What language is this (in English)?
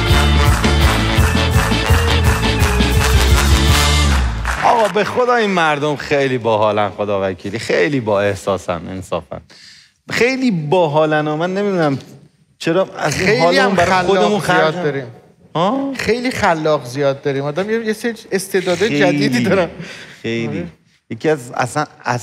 Persian